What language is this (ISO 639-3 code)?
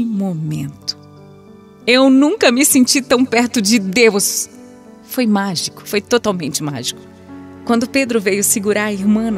por